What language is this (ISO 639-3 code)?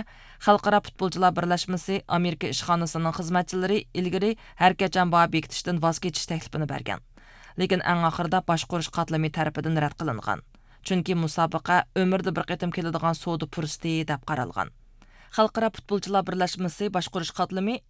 uig